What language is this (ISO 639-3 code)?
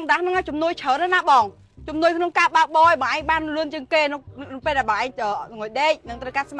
khm